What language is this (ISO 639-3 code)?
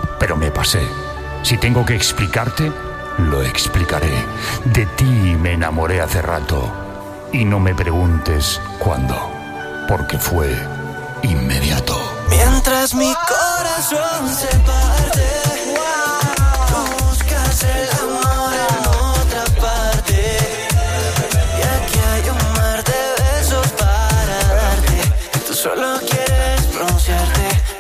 spa